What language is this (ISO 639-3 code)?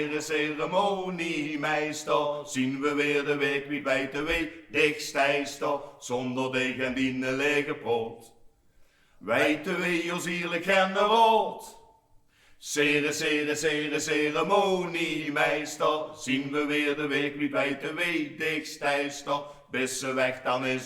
lim